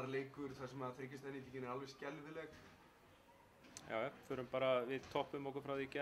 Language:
Icelandic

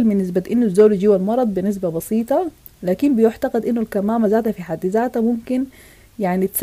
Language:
Sudanese Arabic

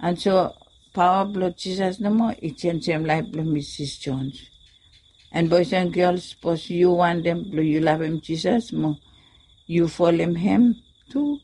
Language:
Bislama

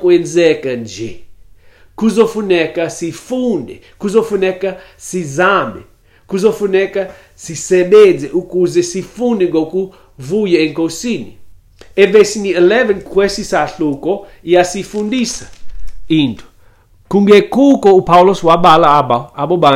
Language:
Xhosa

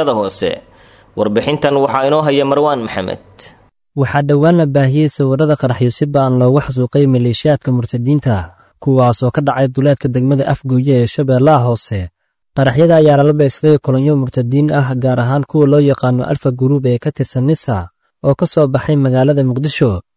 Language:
Somali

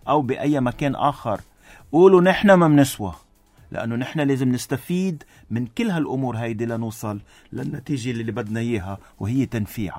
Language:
North Levantine Arabic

